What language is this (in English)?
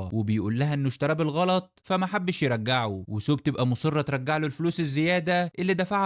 Egyptian Arabic